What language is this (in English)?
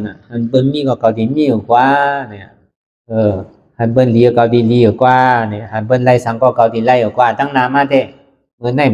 Shan